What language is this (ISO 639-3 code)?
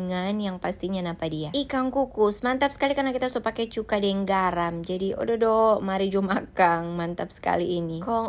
xmm